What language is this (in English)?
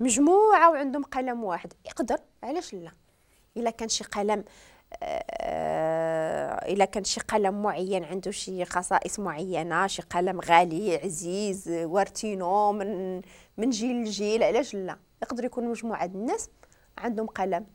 Moroccan Arabic